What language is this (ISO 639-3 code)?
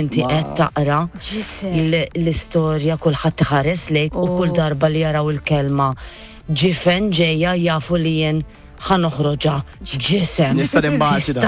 mlt